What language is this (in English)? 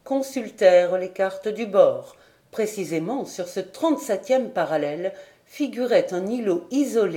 French